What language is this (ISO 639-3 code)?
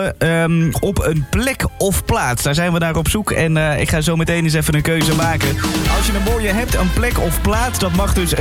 nld